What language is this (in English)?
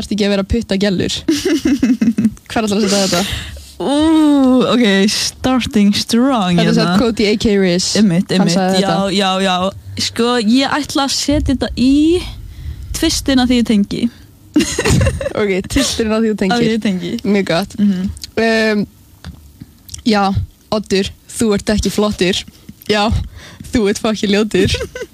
Icelandic